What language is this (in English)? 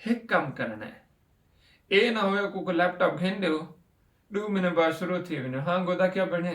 Saraiki